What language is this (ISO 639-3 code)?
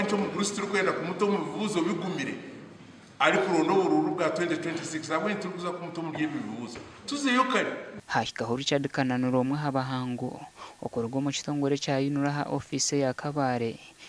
nyn